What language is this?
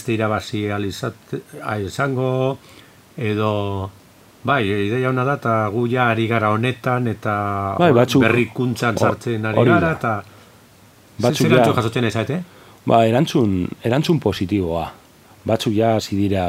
Basque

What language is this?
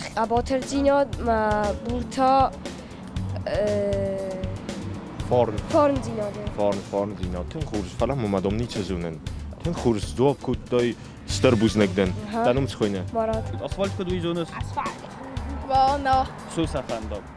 Ossetic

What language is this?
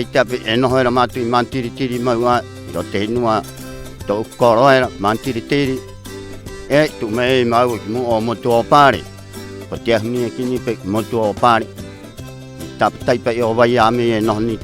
Rapanui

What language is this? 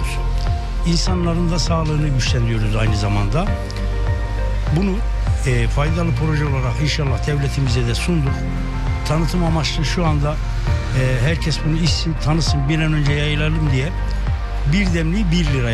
Turkish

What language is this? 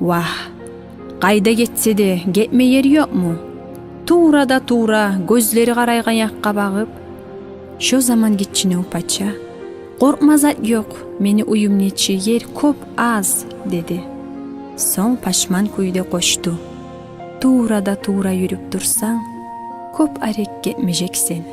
Kumyk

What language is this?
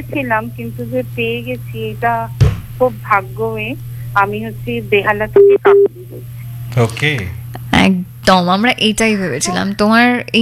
Bangla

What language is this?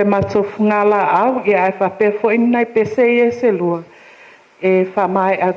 Samoan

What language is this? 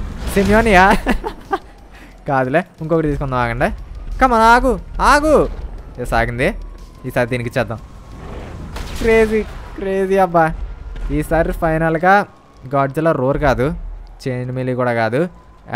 Telugu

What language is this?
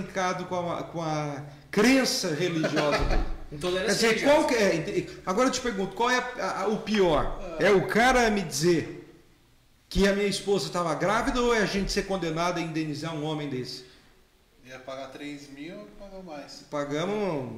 Portuguese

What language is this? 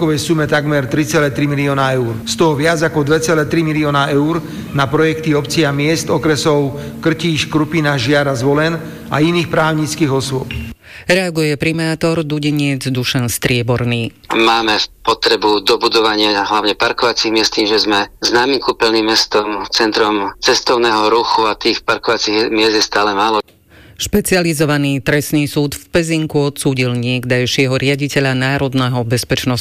Slovak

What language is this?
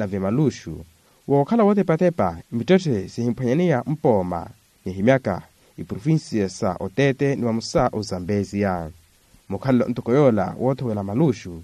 Makhuwa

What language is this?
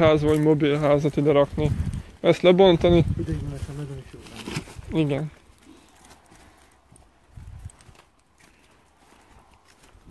Hungarian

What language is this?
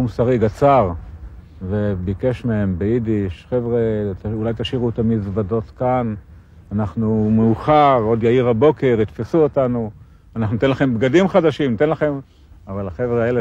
Hebrew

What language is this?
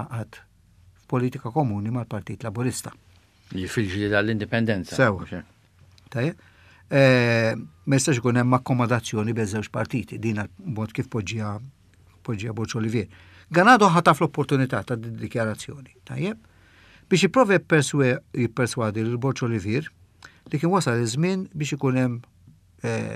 Maltese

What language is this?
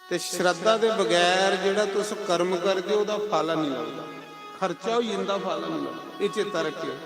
Dogri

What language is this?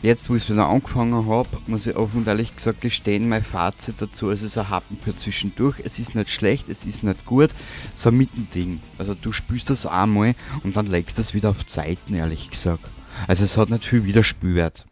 Bavarian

